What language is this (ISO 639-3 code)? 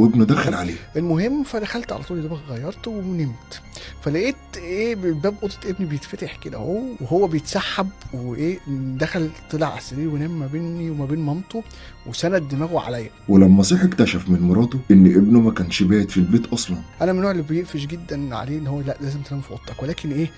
arz